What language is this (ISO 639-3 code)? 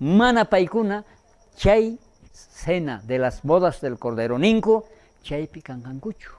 quh